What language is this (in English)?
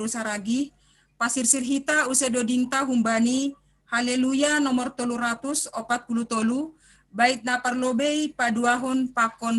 Batak Simalungun